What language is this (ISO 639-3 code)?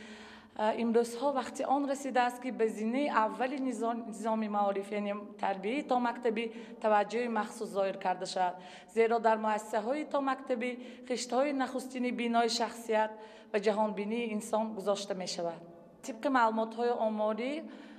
tgk